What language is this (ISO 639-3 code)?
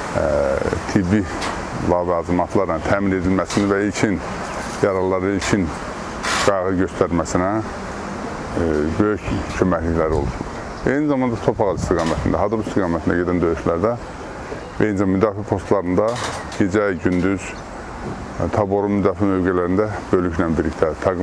aze